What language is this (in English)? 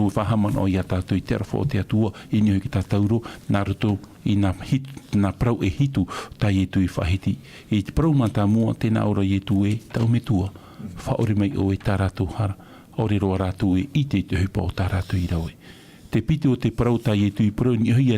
Tahitian